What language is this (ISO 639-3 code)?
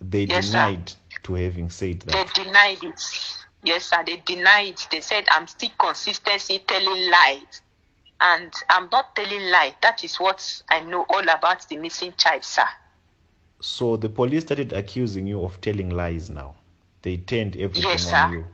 pcm